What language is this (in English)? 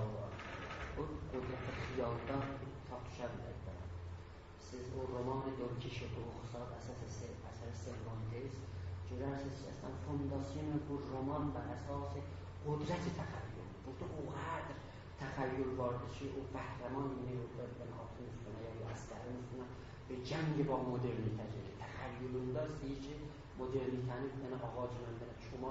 South Azerbaijani